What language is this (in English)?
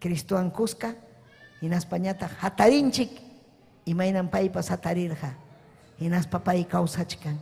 Ayacucho Quechua